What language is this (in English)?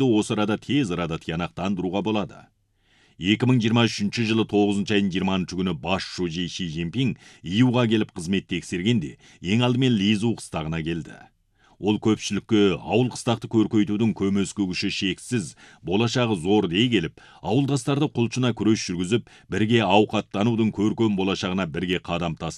Kazakh